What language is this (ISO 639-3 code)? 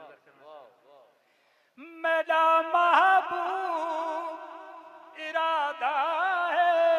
skr